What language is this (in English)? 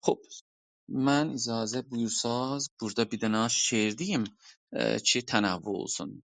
South Azerbaijani